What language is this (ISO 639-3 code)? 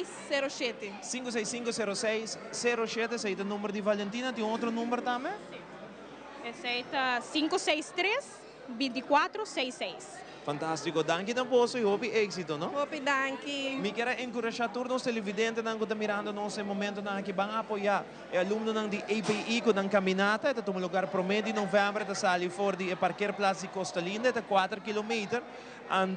pap